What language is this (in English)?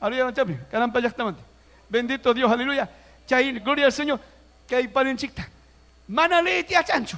Ayacucho Quechua